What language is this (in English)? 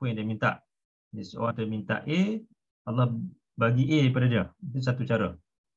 Malay